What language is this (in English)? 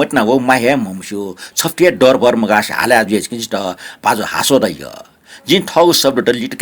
Newari